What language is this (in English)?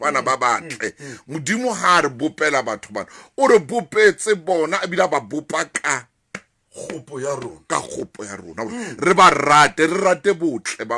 Southern Sotho